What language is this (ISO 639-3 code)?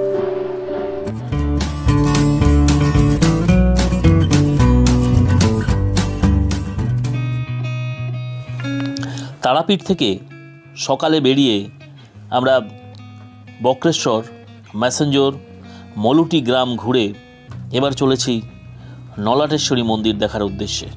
ben